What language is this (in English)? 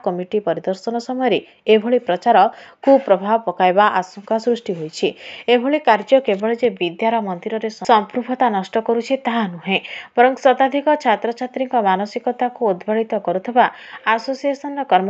Odia